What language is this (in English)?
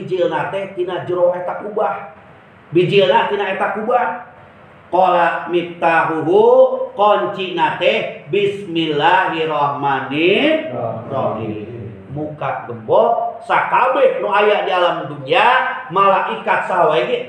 Sundanese